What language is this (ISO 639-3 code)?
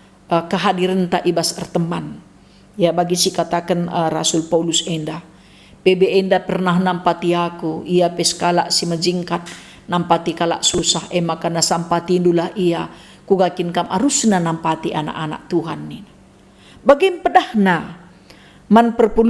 btx